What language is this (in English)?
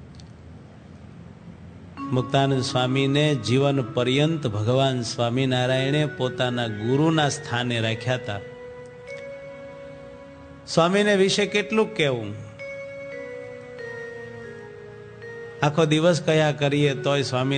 Gujarati